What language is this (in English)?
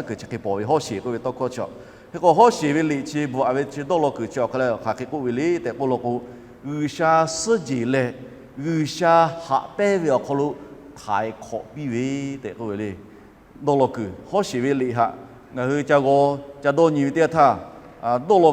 Lahu